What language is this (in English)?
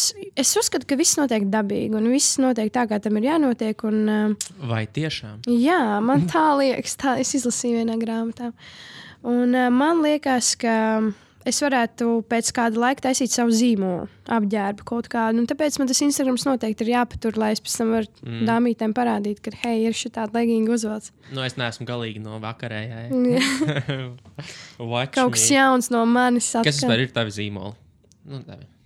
Latvian